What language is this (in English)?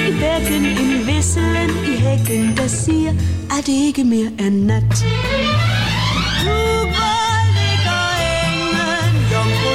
Danish